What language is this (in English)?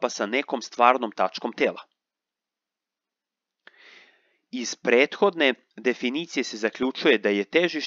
Serbian